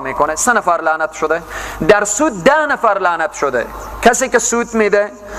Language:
Persian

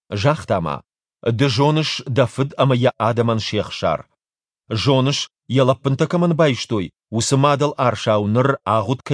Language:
Ossetic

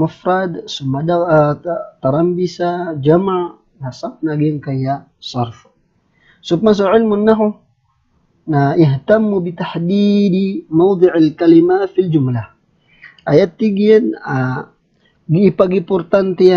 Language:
Maranao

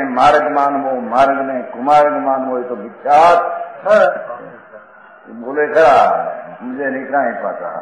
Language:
Gujarati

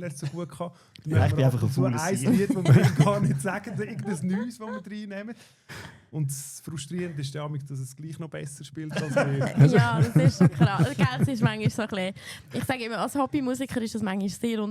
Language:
Swiss German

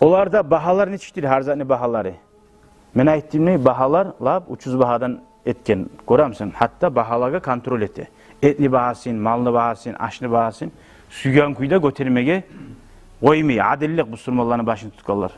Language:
Kumyk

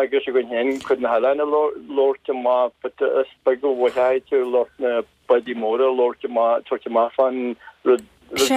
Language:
Irish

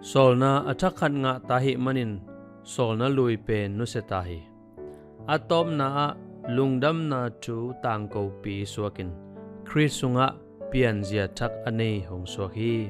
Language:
Tedim Chin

